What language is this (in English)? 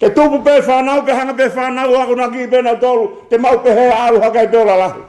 Tongan